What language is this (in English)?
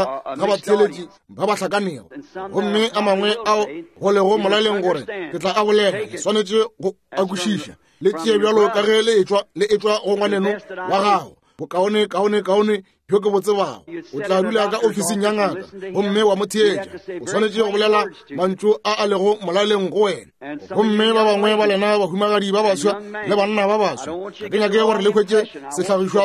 Northern Sotho